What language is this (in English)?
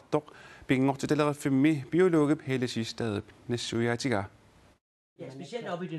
Kalaallisut